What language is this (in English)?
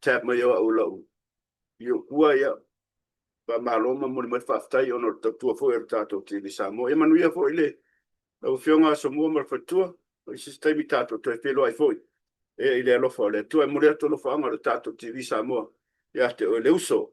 Samoan